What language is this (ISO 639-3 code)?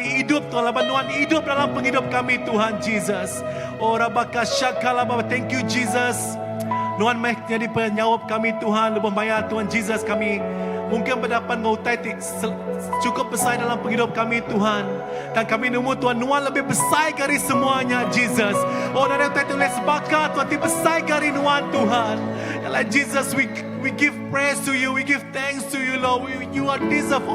iba